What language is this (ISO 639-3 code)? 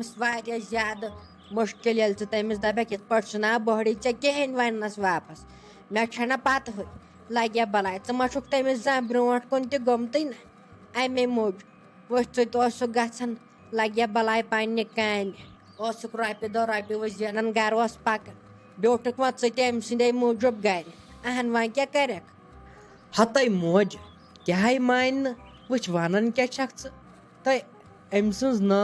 kas